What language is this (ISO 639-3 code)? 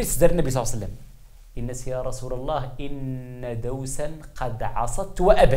shi